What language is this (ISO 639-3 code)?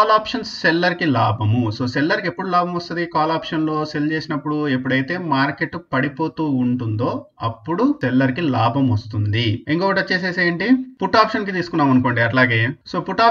tel